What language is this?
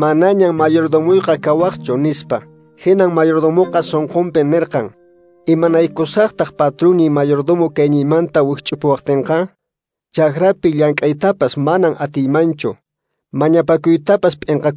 Quechua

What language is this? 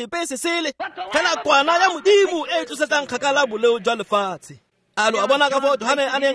Tswana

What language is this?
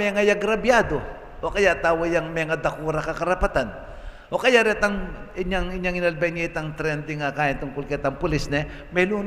Pampanga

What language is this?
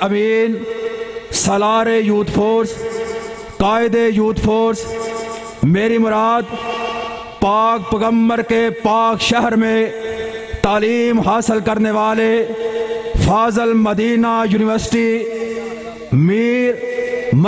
Western Panjabi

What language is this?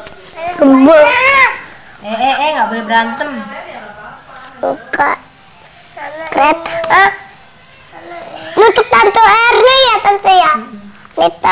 Indonesian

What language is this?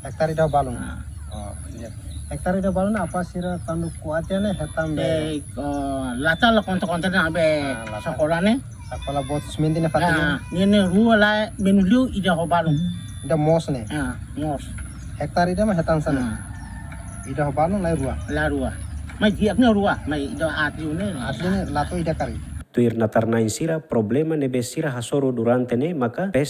Tetum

